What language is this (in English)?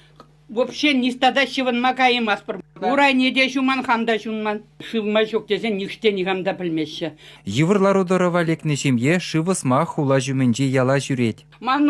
Chuvash